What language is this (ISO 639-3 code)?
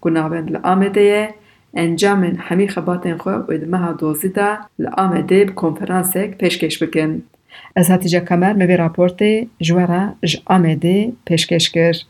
kur